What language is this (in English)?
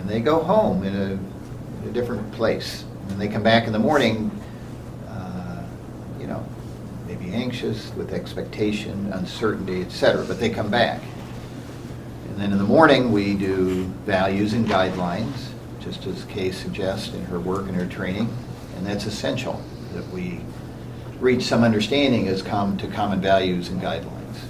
English